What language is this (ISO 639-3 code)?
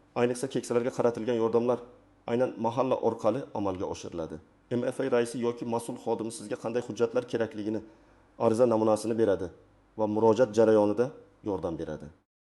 uzb